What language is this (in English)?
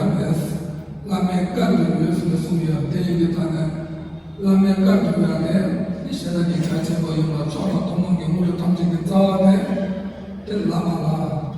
Tibetan